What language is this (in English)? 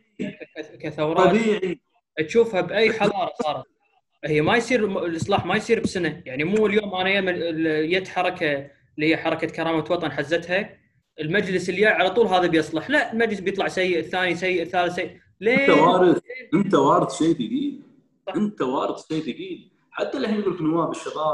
Gulf Arabic